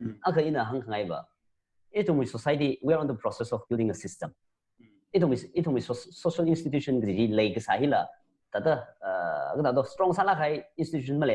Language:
Tangkhul Naga (India)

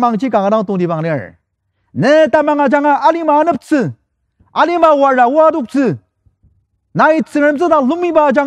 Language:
Ao Naga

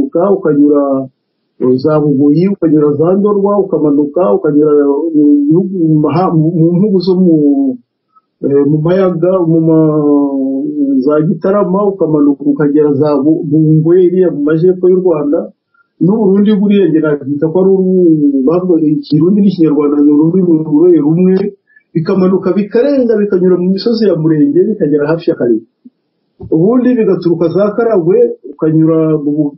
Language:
Kinyarwanda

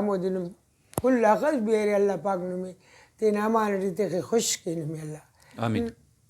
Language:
Brahui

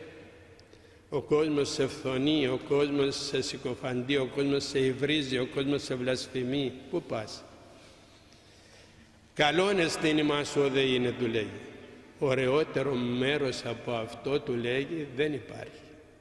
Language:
Greek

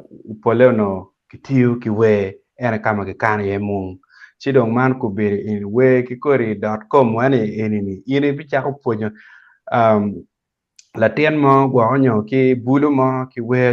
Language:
Acoli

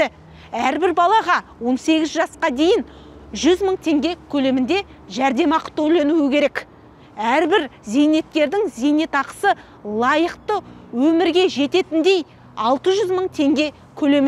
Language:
Kazakh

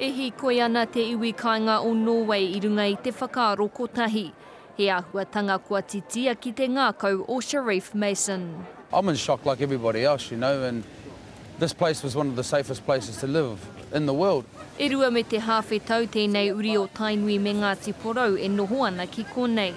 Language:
Māori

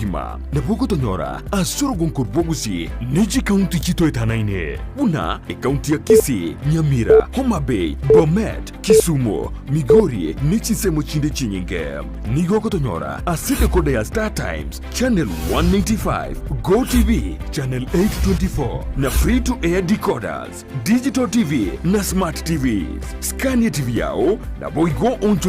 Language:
Gusii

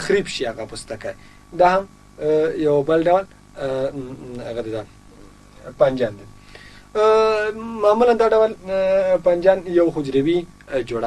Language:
Pashto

